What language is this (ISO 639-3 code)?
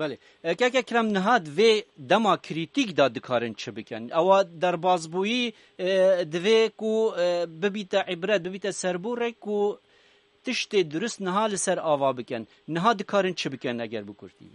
kur